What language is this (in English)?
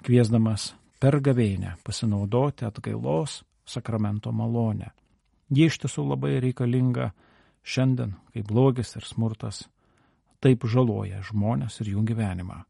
Lithuanian